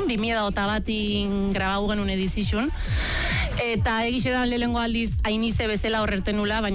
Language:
Basque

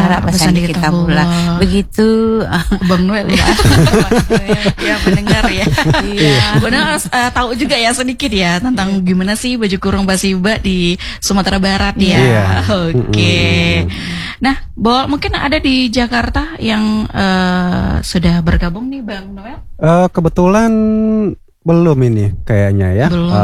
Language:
Indonesian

